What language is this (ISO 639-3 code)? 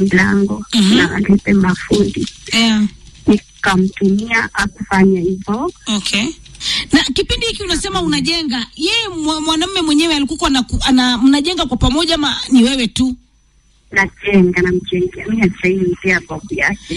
swa